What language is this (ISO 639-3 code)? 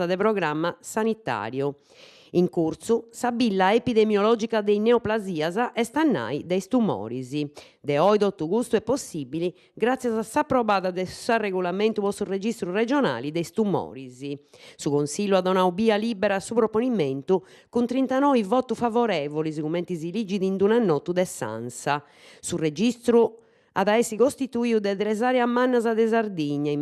srd